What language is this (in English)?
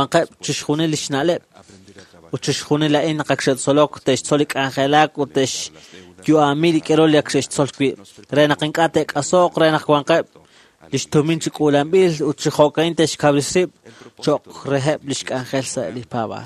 Kekchí